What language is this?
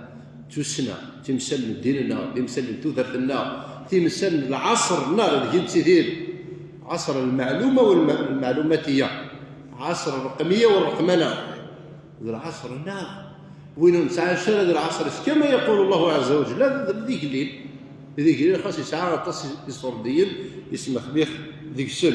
Kabyle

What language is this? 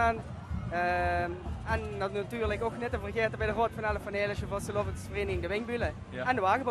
Limburgish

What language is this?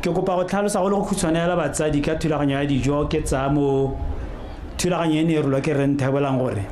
Tswana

